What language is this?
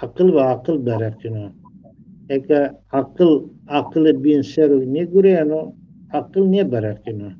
Zaza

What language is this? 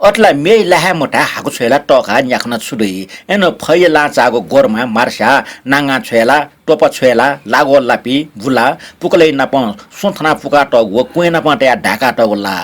Newari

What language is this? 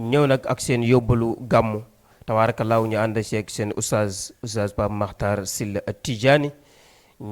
Wolof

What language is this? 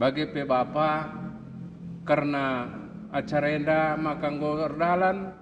Batak Karo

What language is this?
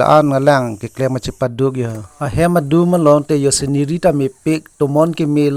Karbi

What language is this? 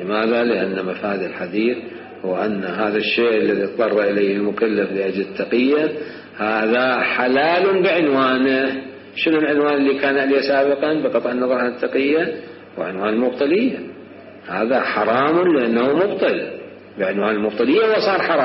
Mesopotamian Arabic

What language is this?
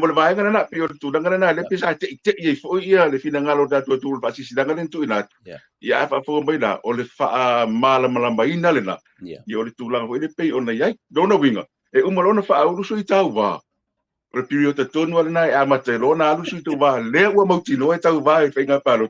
Samoan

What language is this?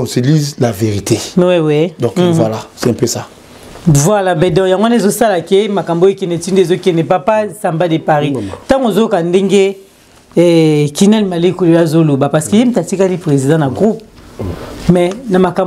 Lingala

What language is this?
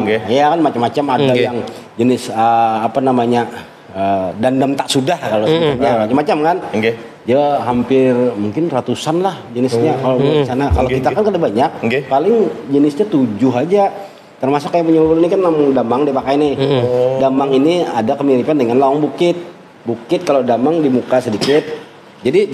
Banjar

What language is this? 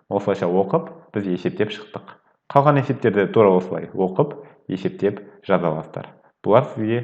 Kazakh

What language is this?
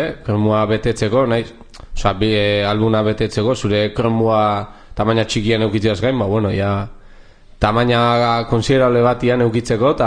Basque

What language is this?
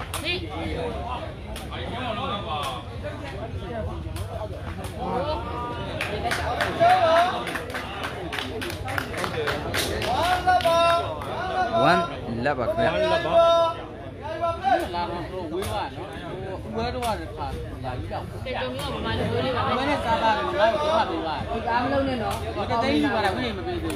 Burmese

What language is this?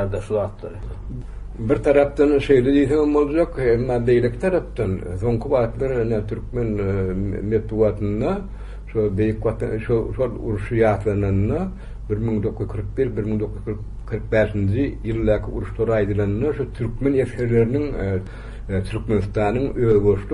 Turkmen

